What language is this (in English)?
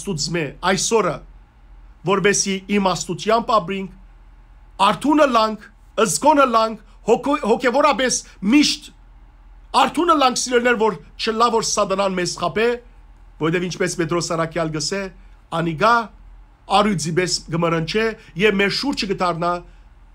Western Armenian